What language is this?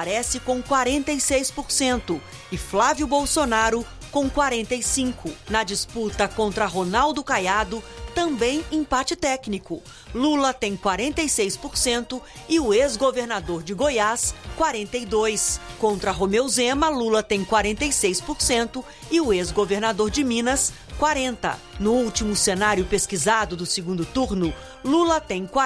Portuguese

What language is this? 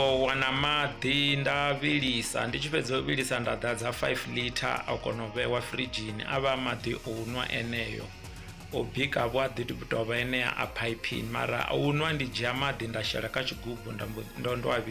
Venda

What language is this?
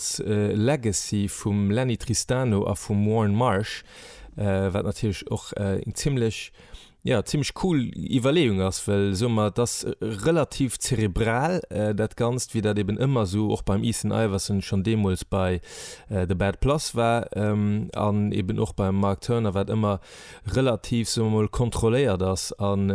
Luxembourgish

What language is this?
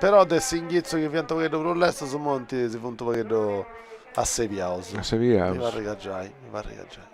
Sardinian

